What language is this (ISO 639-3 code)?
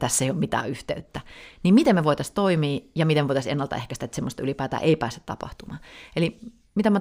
fin